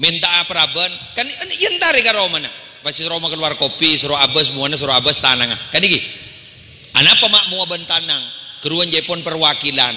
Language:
Madurese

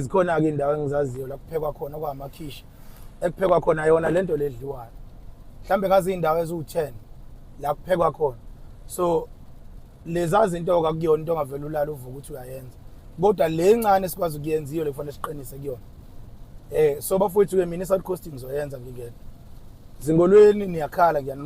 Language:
Zulu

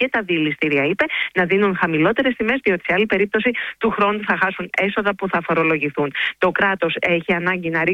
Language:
Greek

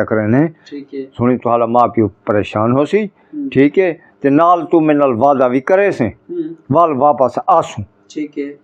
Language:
Saraiki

